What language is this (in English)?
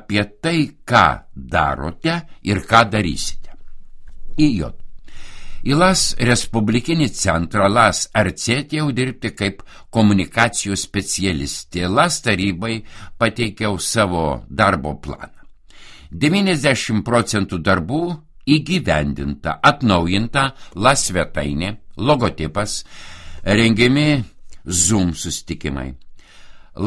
Lithuanian